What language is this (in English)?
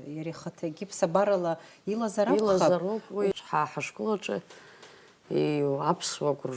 Abkhazian